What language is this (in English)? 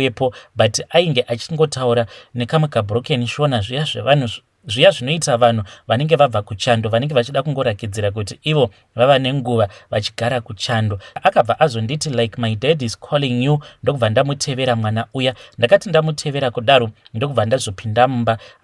Shona